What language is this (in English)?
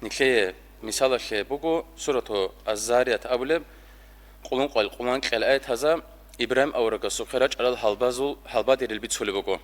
Avaric